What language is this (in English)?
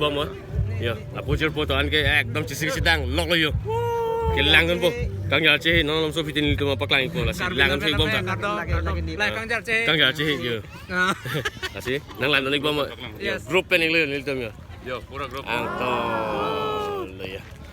Karbi